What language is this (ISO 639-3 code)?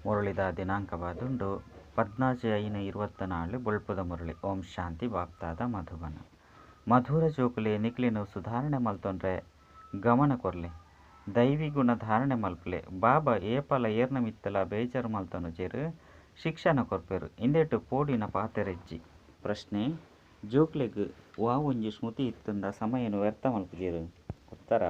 tcy